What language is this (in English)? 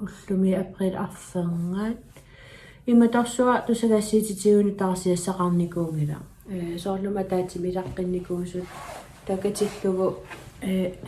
Kalaallisut